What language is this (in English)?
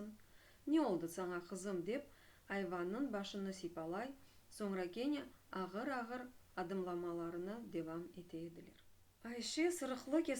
Crimean Tatar